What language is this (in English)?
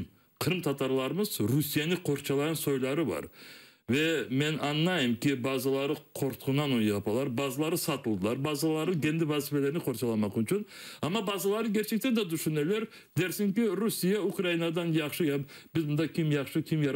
Crimean Tatar